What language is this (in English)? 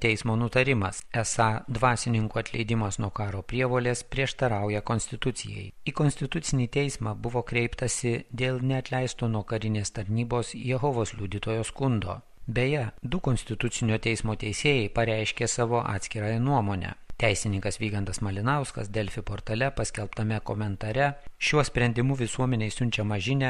Lithuanian